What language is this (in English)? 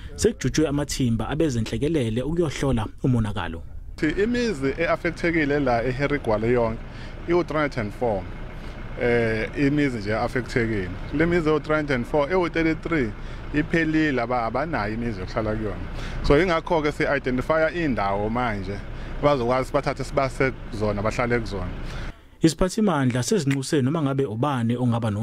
Zulu